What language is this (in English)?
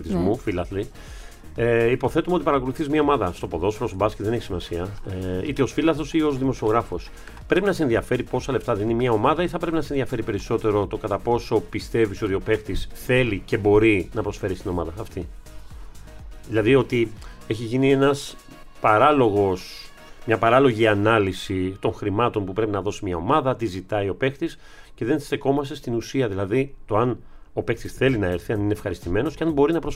Greek